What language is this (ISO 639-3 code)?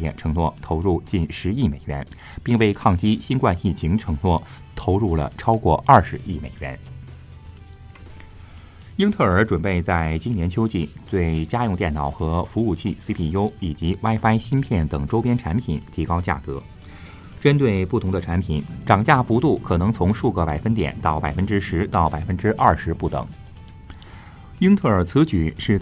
zho